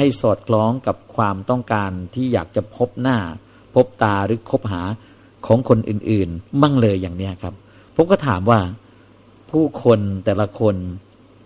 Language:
Thai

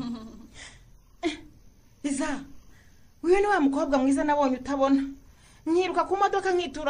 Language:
Kinyarwanda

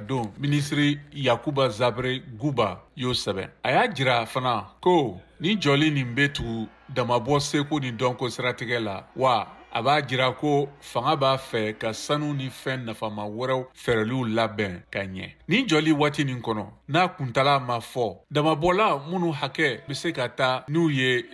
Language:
Bambara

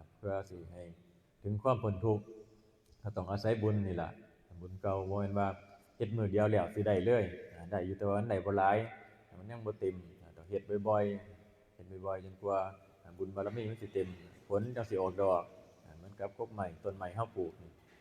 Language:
Northeastern Thai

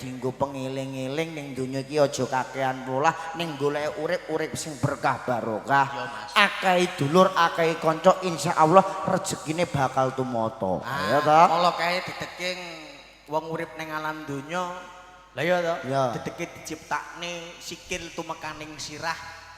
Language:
Javanese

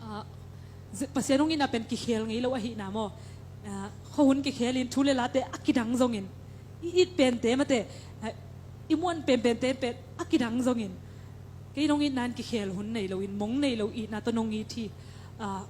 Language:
Tedim Chin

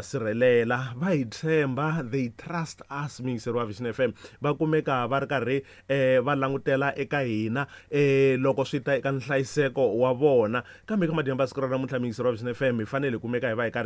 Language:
Tsonga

